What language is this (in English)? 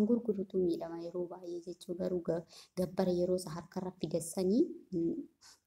Oromo